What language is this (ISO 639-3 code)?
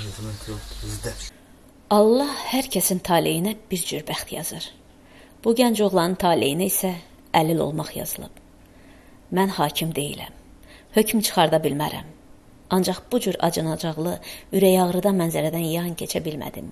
aze